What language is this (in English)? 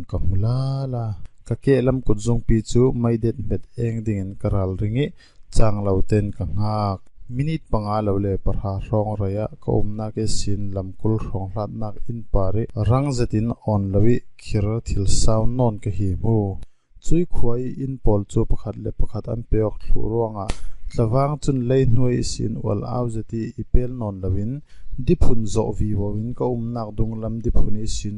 Falam Chin